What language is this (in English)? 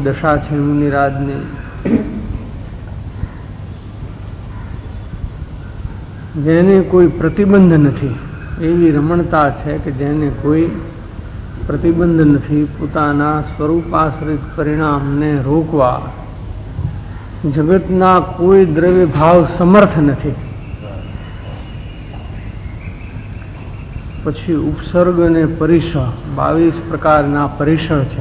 Gujarati